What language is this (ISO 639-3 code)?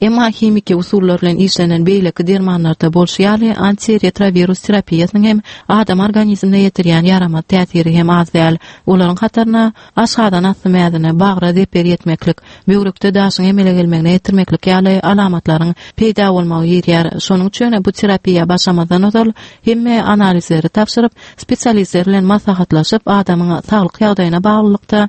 tuk